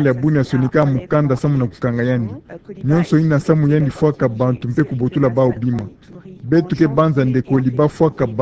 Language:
Kituba (Democratic Republic of Congo)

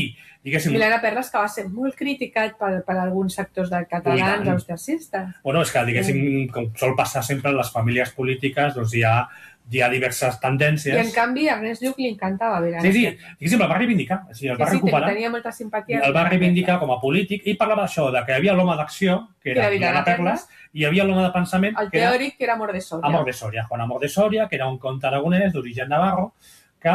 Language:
Catalan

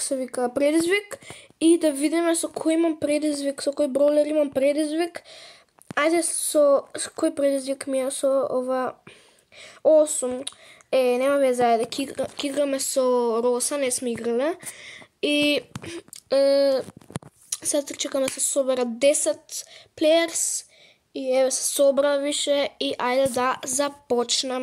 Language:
Macedonian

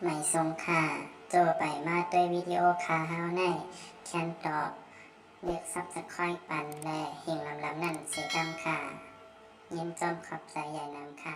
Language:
Shan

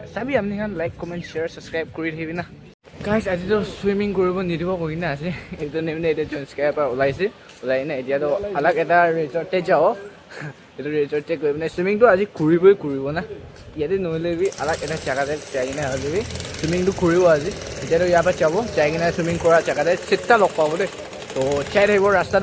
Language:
Naga Pidgin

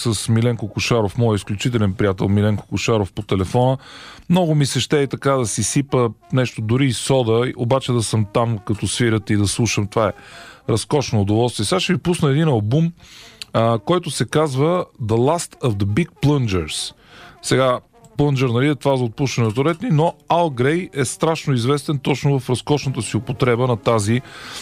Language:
Bulgarian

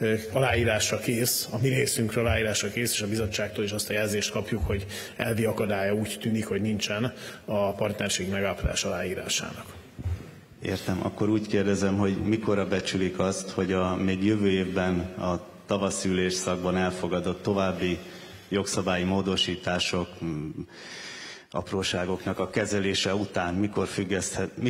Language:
Hungarian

